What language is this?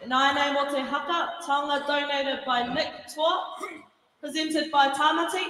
Māori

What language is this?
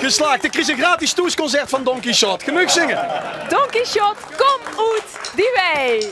Limburgish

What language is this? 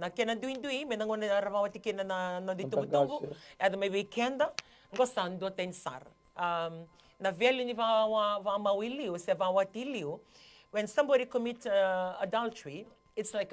Fijian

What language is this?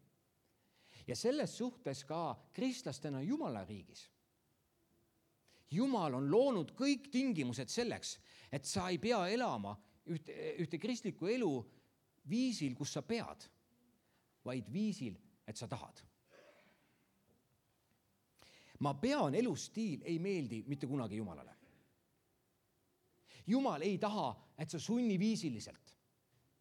Estonian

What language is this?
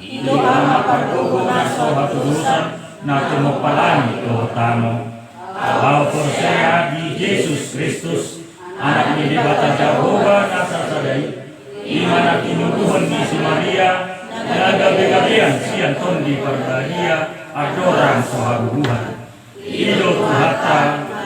Batak Toba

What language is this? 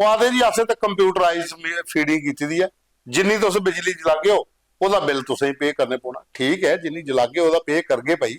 Dogri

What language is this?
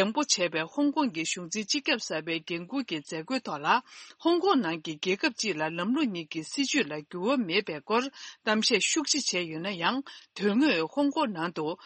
Tibetan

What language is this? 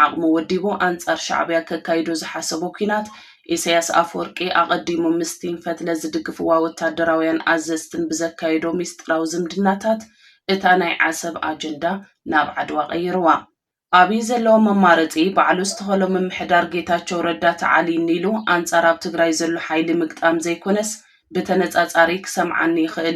Tigrinya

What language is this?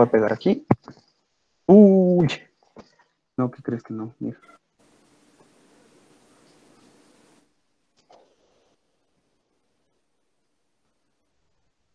Spanish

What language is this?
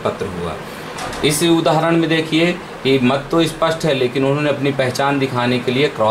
Hindi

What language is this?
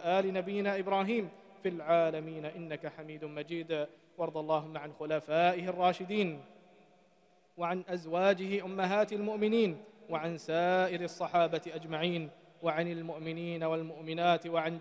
Arabic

